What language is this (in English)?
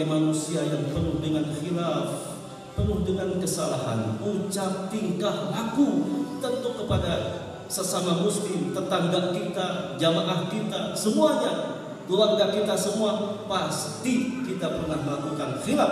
Indonesian